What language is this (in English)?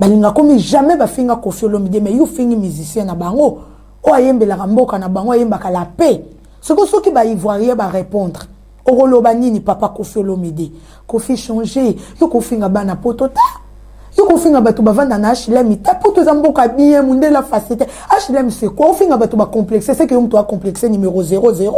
Lingala